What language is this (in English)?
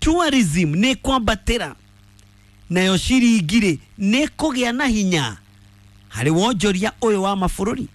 Kikuyu